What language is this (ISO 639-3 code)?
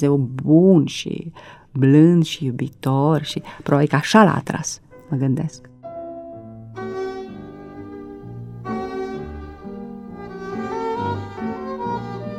ron